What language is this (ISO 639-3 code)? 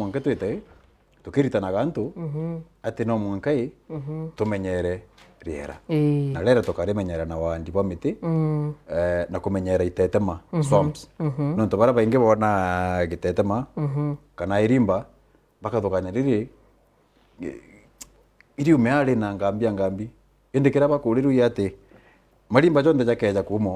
mer